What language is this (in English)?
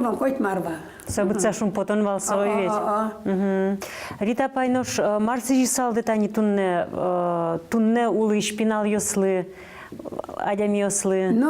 Udmurt